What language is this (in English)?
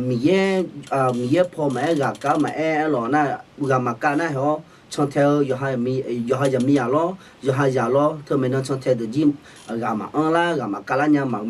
Akha